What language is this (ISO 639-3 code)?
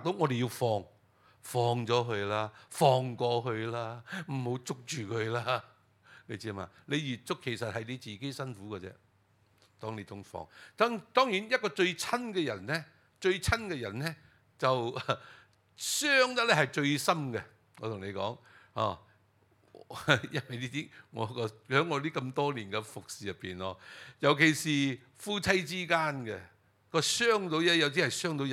yue